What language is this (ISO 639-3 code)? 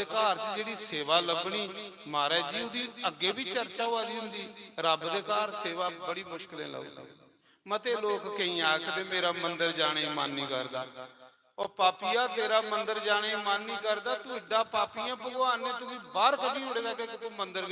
doi